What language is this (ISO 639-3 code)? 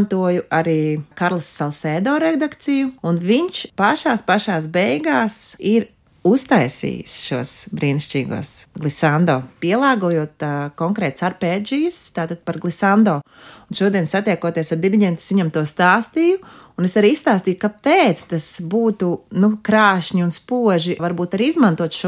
lav